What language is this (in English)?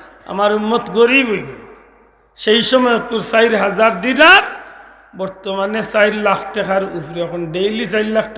Sylheti